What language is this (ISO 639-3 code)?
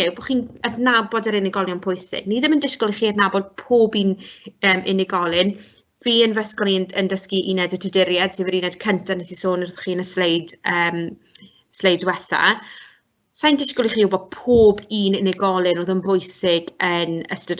cym